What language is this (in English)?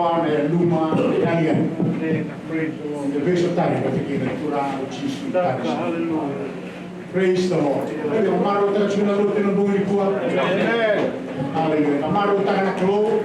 Fijian